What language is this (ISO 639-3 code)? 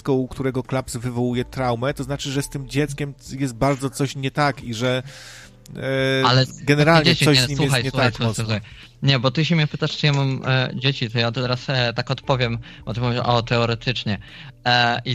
pol